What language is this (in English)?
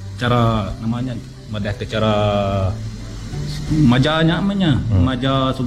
Malay